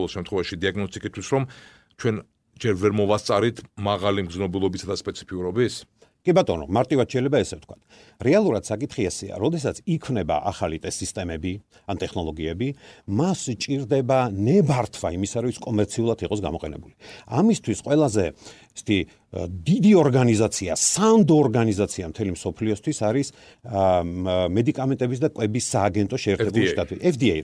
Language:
Georgian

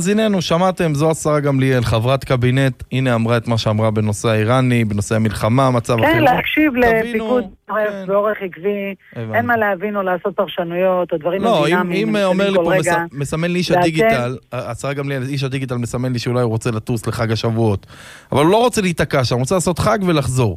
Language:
Hebrew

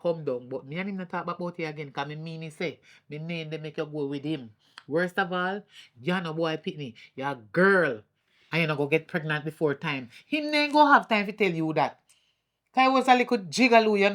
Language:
Jamaican Creole English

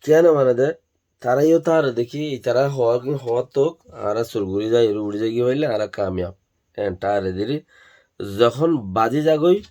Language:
Rohingya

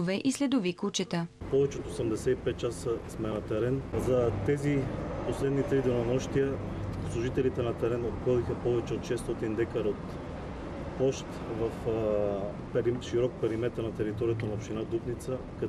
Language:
Bulgarian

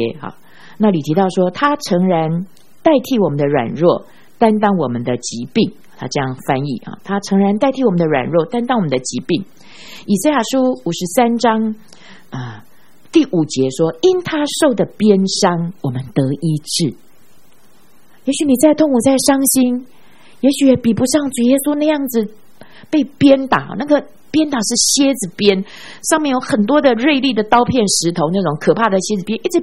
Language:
Chinese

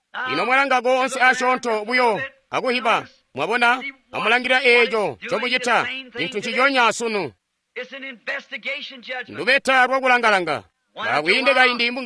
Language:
Tonga (Zambia)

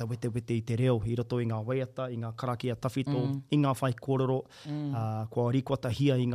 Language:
Māori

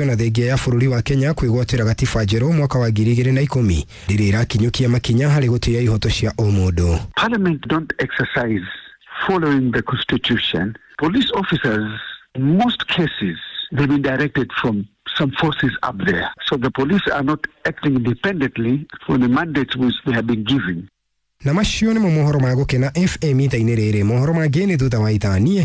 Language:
Kikuyu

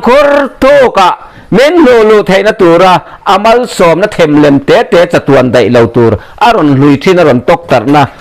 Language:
Mizo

